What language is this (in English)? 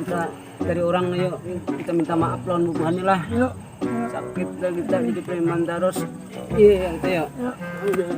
Banjar